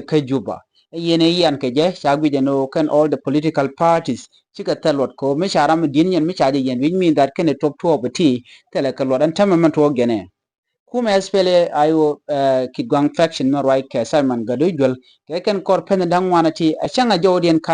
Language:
Nuer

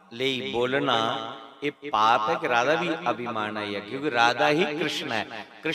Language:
Dogri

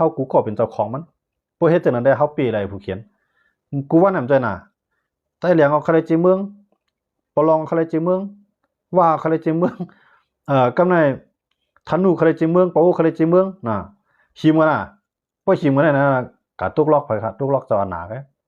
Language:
Shan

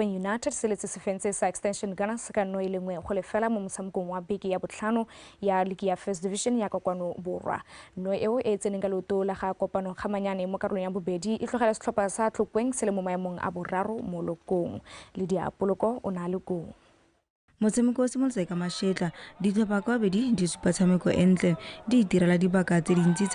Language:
Tswana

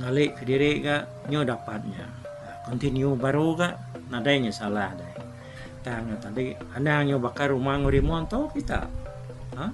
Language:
Iban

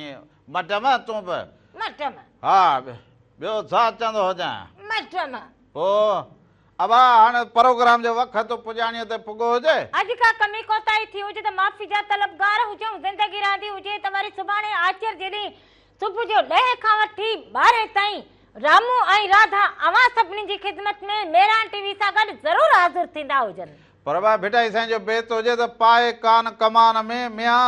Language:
Sindhi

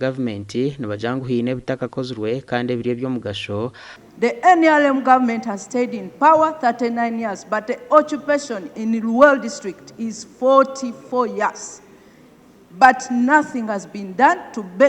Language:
Nyankole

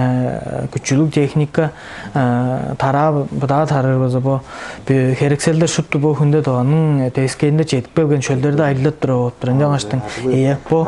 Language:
Tuvinian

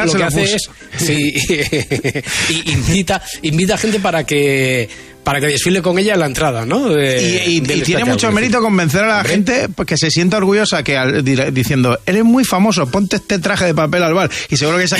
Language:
Spanish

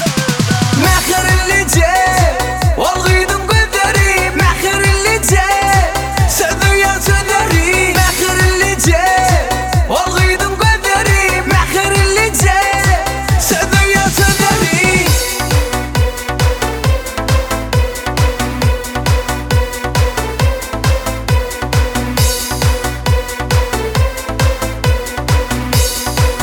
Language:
Turkish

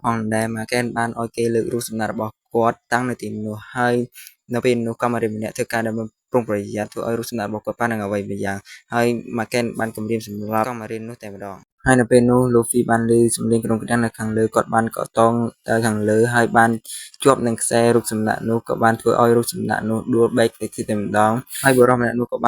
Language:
Khmer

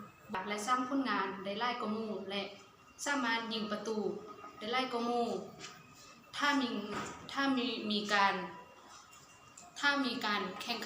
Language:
Lao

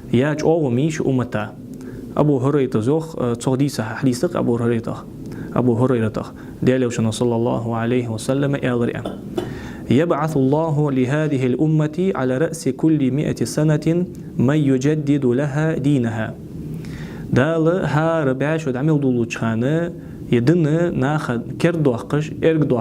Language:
Ingush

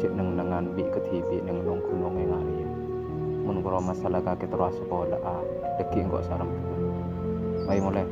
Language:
Madurese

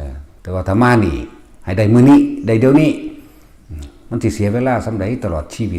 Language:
Northeastern Thai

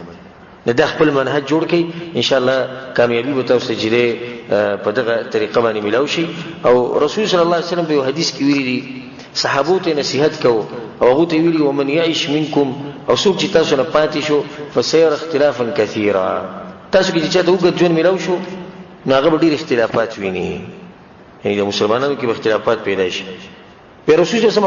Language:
Pashto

